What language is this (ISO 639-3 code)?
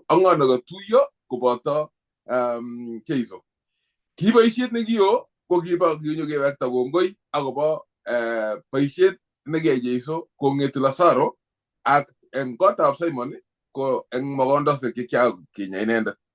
kln